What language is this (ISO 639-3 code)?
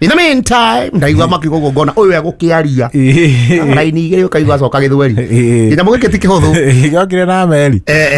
kik